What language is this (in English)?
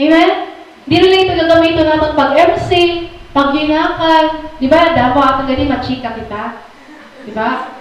Waray